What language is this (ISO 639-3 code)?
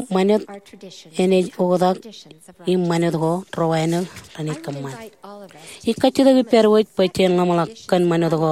mah